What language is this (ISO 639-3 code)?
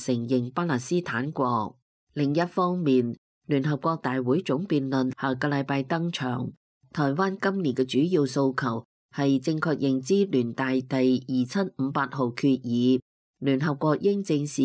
yue